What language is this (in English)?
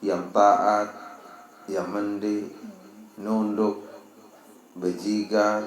Sasak